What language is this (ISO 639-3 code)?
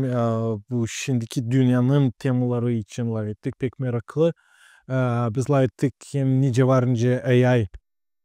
gag